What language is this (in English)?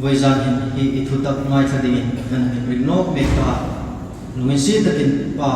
Hmar